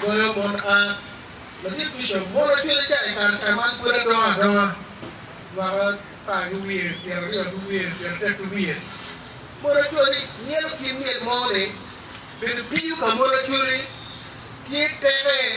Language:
Acoli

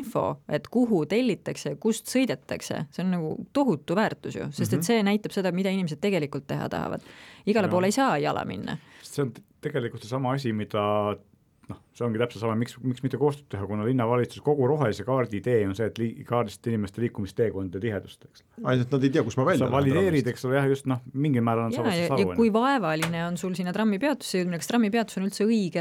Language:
Estonian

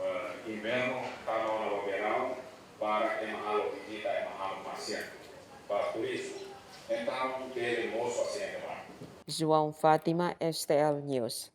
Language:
Tetum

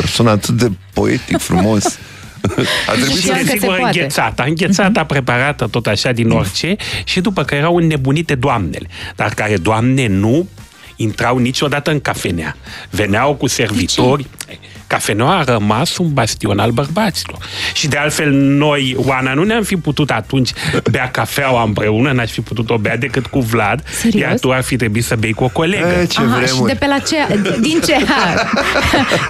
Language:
Romanian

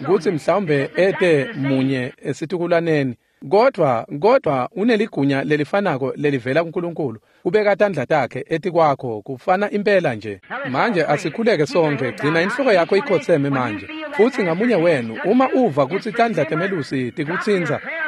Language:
Swati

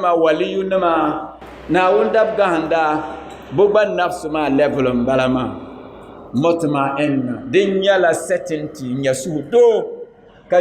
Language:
Dagbani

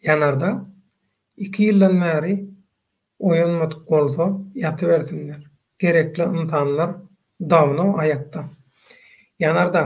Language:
Turkmen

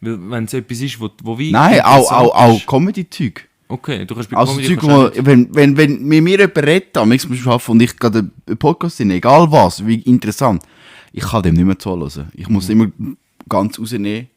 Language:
Swiss German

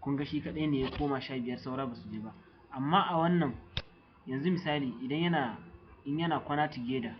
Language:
Hausa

